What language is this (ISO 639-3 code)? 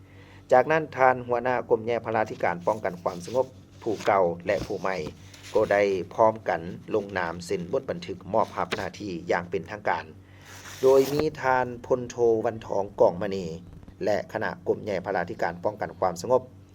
lao